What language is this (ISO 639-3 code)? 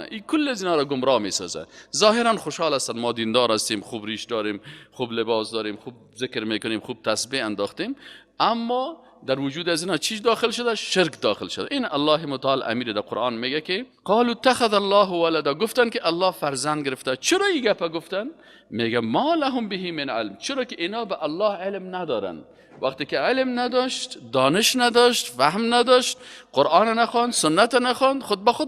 fas